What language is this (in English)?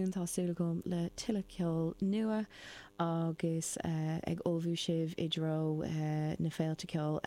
Irish